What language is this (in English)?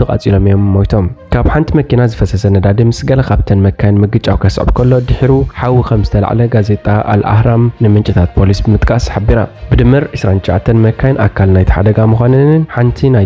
Tigrinya